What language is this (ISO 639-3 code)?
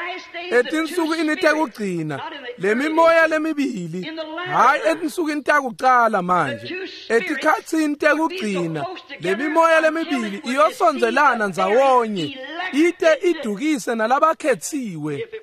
ssw